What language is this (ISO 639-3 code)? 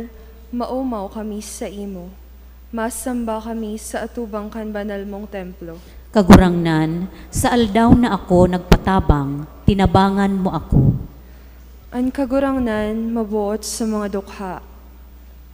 bik